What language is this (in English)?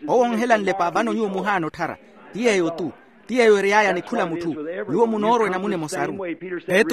Makhuwa